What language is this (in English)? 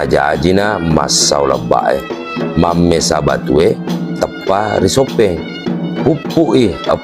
Buginese